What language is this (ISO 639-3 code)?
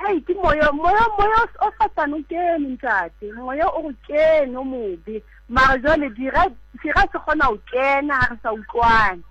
sot